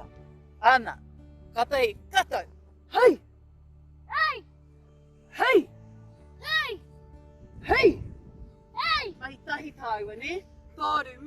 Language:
Māori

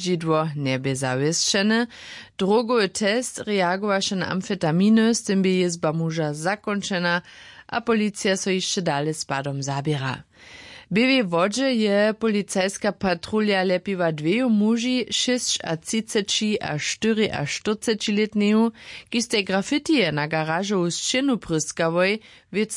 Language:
Upper Sorbian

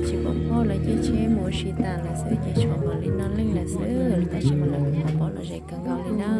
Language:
Hmong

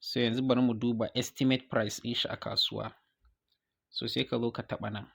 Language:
Hausa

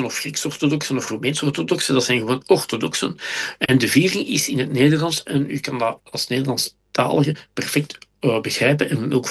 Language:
Dutch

